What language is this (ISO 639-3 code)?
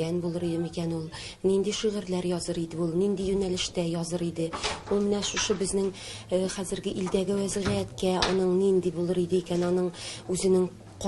tat